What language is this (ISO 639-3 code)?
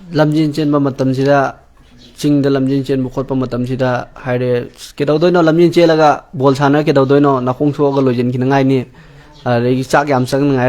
mni